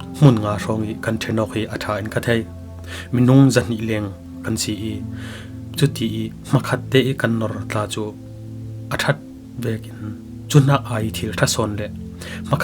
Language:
Falam Chin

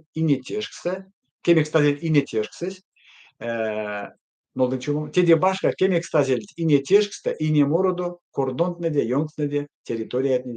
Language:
Erzya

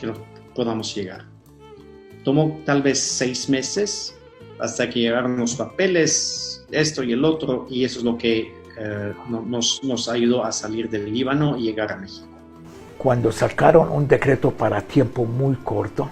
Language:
Ladino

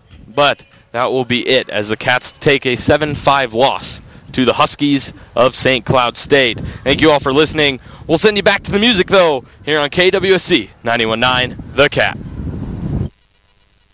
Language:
English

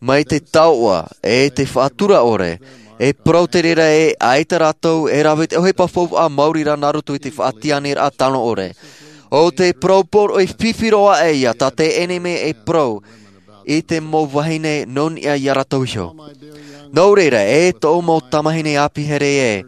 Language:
Tahitian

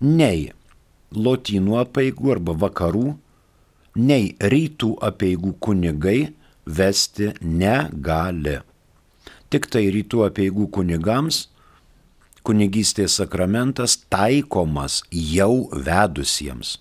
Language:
Lithuanian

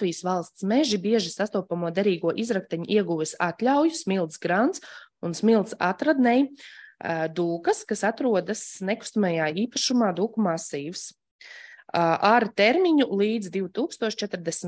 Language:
Latvian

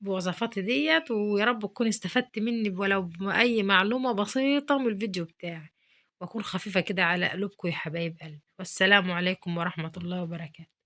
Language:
Egyptian Arabic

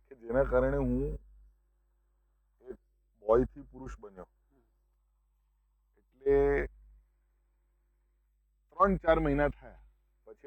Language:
Gujarati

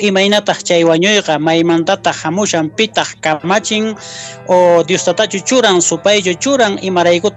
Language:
Quechua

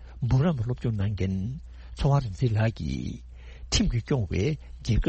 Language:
Tibetan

